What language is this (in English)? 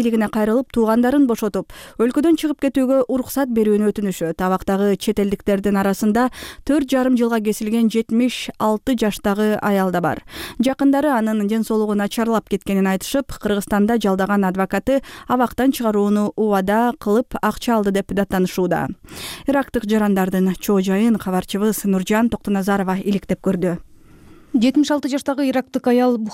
Kyrgyz